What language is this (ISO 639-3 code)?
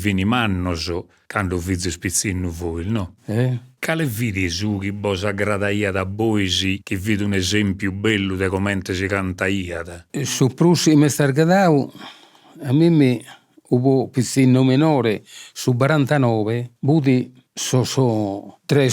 srd